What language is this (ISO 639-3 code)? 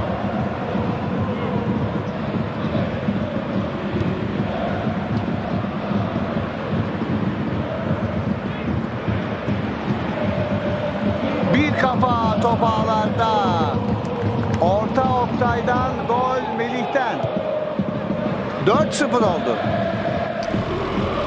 tur